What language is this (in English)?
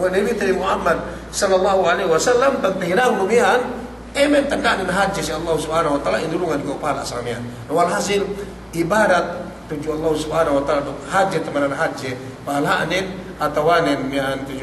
Yakan